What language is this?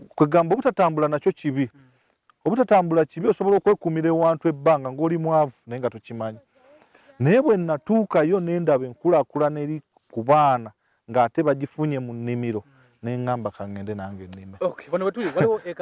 Ganda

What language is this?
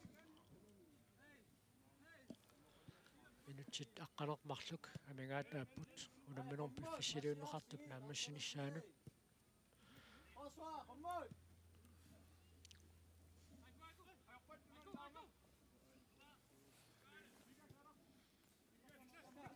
Kalaallisut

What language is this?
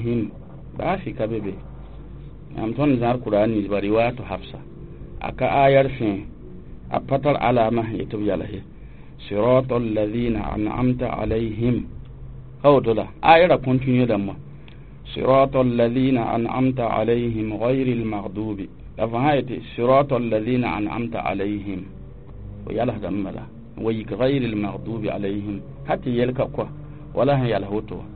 Mossi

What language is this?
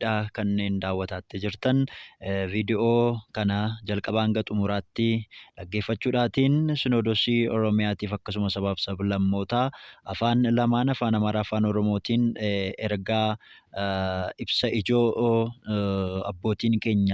Oromo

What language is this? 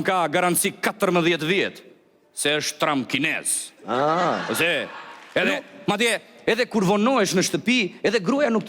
Albanian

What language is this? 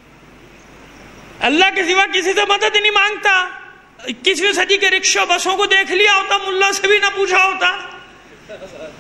Urdu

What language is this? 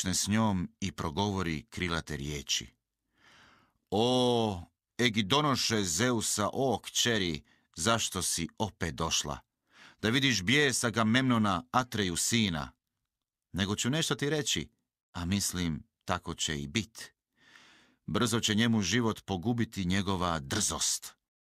Croatian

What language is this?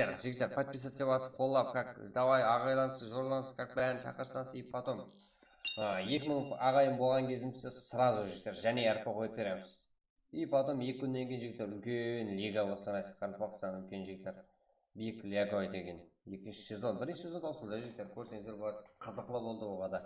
Kara-Kalpak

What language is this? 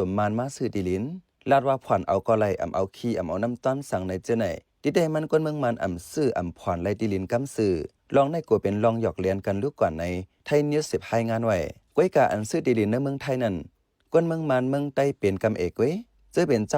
Shan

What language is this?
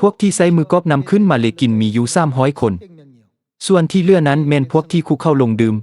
Lao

